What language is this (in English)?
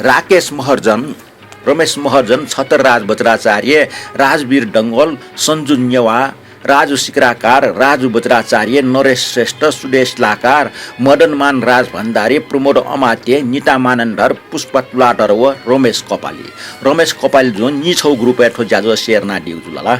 Newari